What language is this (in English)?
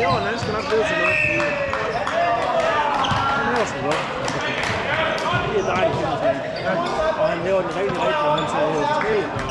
Danish